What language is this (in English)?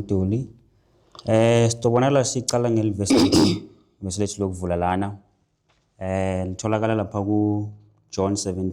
Zulu